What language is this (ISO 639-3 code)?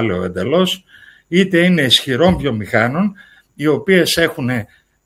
ell